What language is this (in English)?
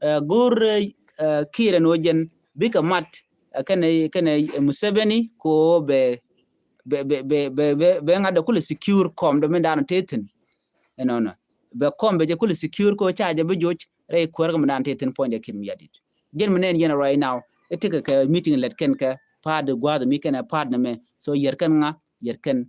Nuer